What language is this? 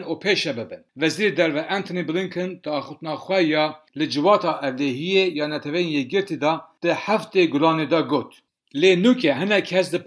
Kurdish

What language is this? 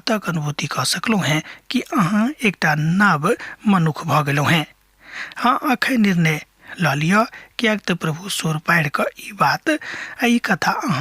Maithili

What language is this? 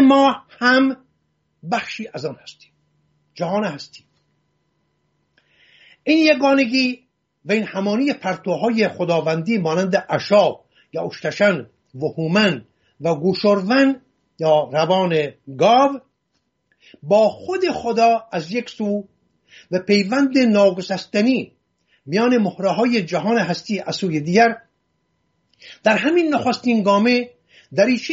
Persian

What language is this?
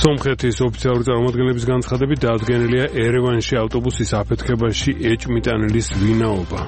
Georgian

